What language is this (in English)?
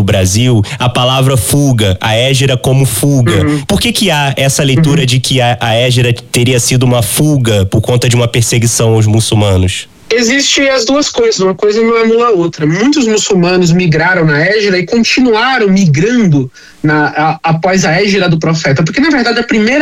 Portuguese